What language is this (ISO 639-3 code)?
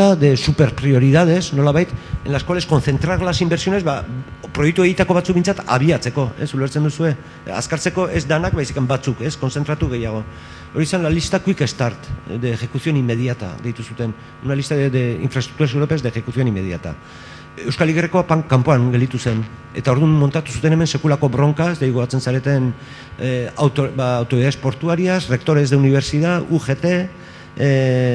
eus